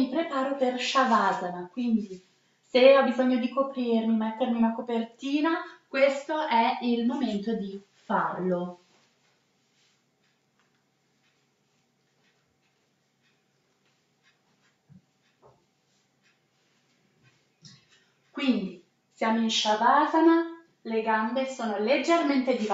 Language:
Italian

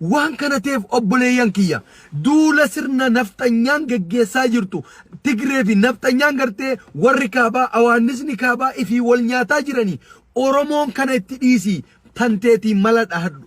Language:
Oromo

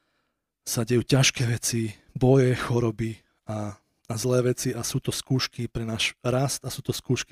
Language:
Slovak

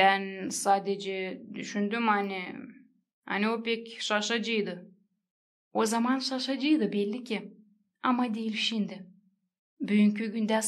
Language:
Gagauz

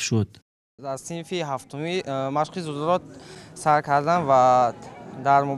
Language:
Tajik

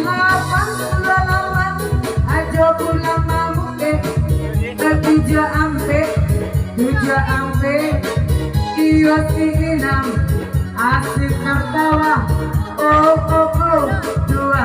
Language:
Minangkabau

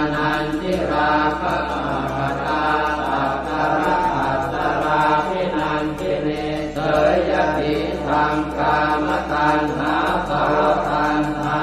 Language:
Pali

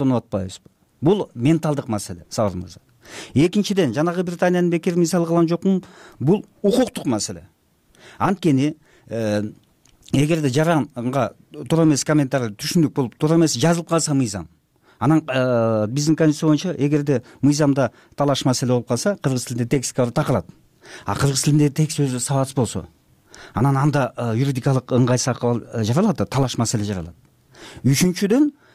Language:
Kyrgyz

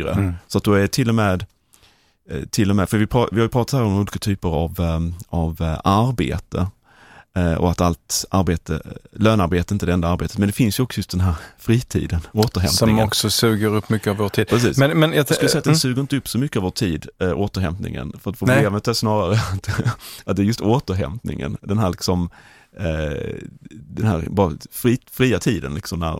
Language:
Swedish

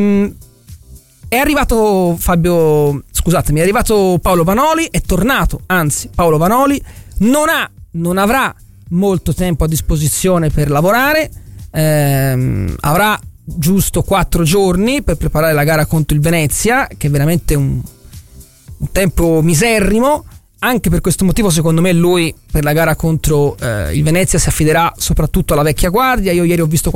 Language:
Italian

